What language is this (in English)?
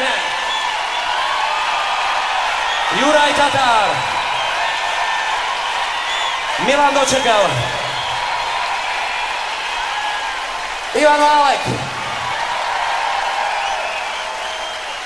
Slovak